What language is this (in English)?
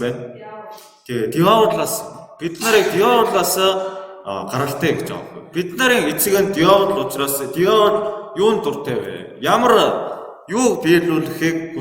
Mongolian